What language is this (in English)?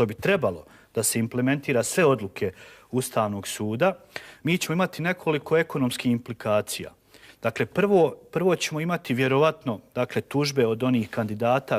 Bosnian